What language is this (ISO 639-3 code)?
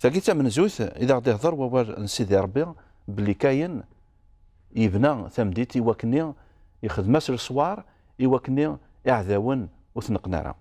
kab